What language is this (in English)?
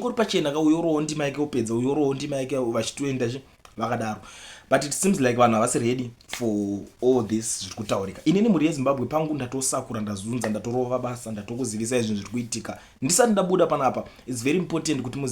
Shona